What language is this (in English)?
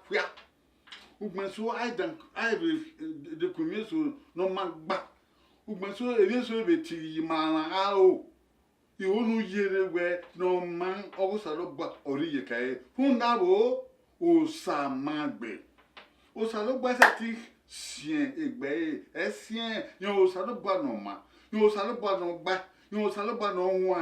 Bini